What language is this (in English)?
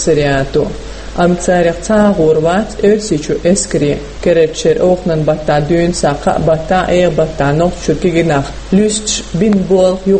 Chechen